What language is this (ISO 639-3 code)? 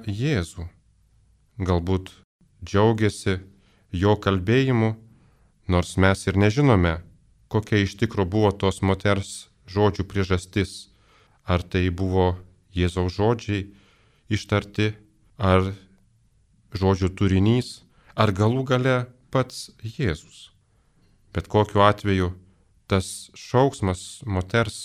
lit